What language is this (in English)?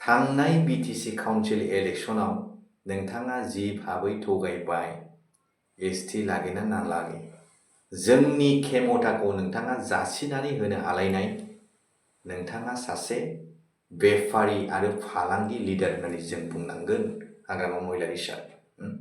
Bodo